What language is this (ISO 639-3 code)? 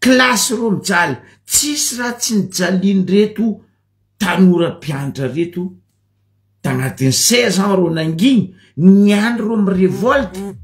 mlg